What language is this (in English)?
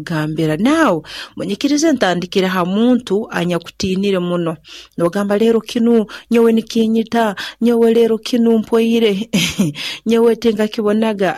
Nyankole